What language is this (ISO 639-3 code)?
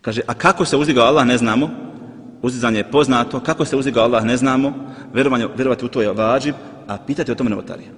bos